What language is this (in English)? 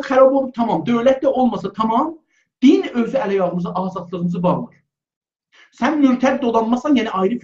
South Azerbaijani